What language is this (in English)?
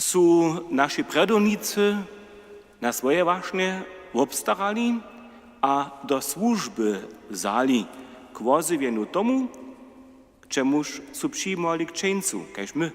Upper Sorbian